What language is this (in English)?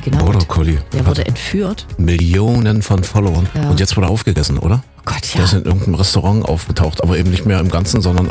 German